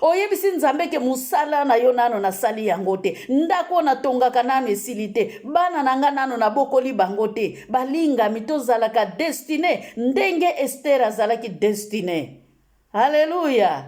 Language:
Lingala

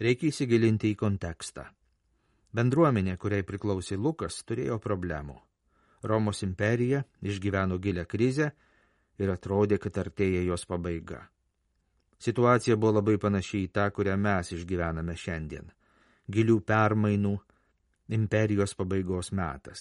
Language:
Lithuanian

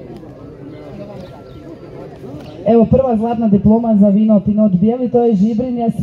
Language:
Croatian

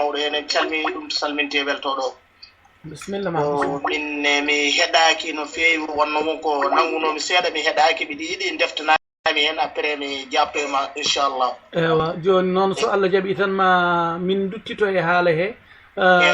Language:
Fula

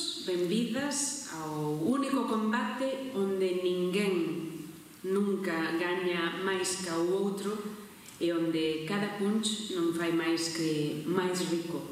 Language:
Galician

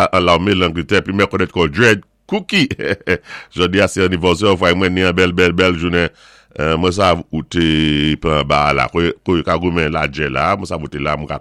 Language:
Saint Lucian Creole French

